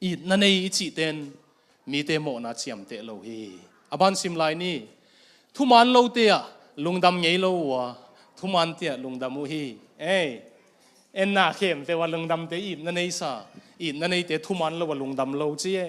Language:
Tedim Chin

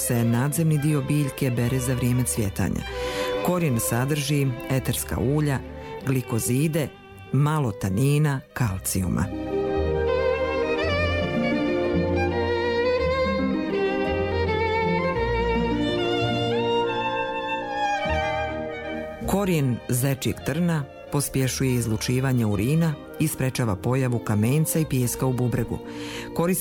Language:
Bosnian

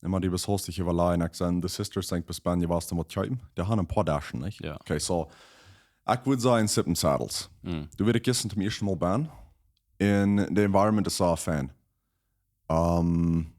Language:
Plautdietsch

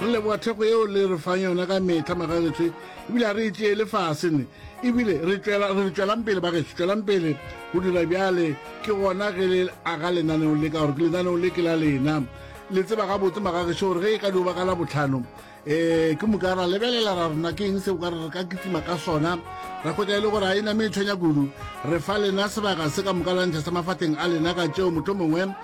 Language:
Northern Sotho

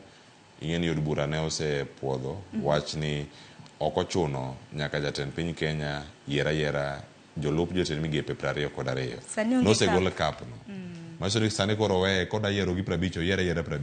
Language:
Luo (Kenya and Tanzania)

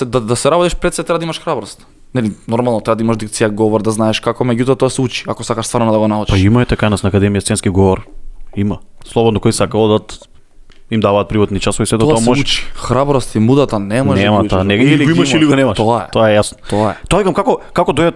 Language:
Macedonian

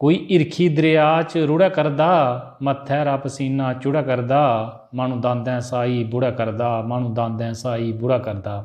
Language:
Dogri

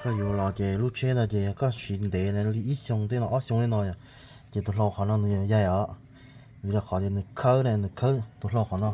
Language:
Hmong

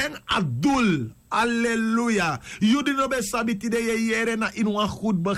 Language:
Sranan Tongo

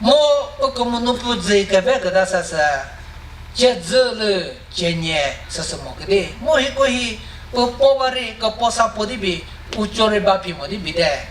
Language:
Chokri Naga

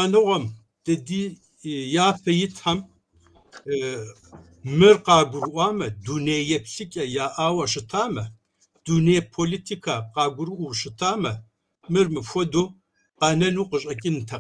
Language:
Kabardian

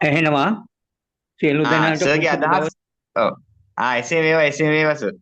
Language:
Sinhala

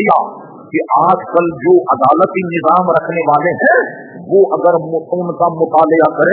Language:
Urdu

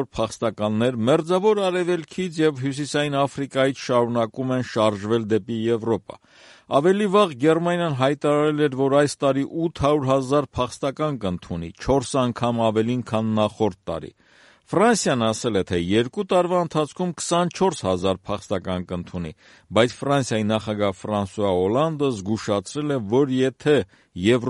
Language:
Armenian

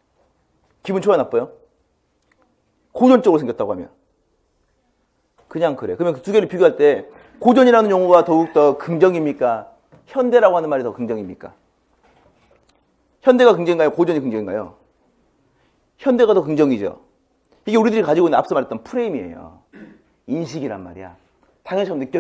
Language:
Korean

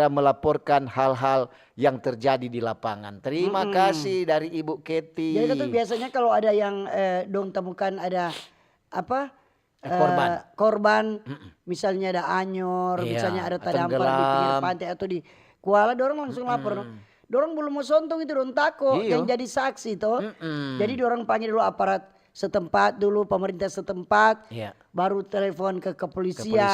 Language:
Manado Malay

